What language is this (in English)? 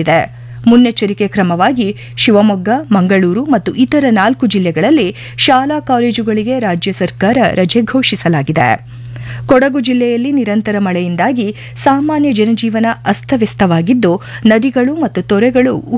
Kannada